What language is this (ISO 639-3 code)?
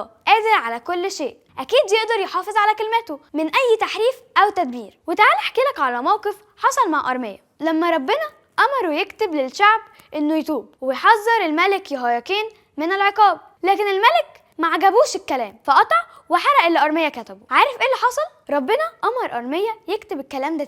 arz